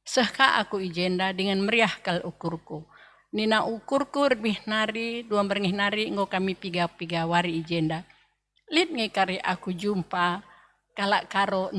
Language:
Batak Karo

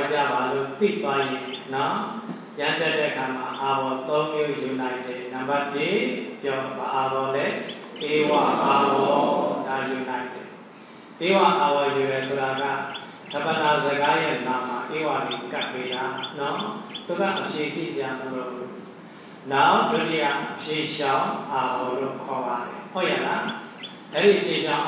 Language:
Burmese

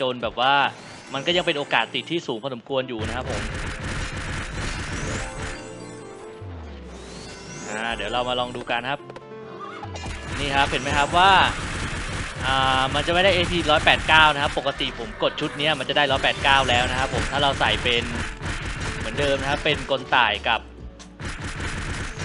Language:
Thai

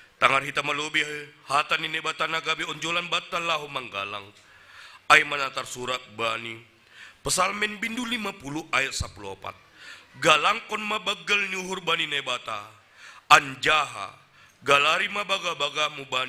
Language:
Batak Simalungun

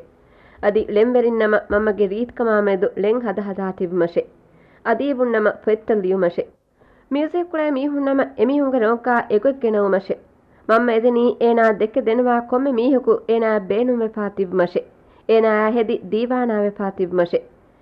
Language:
Divehi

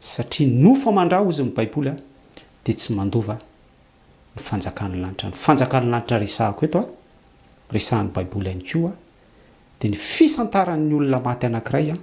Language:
Malagasy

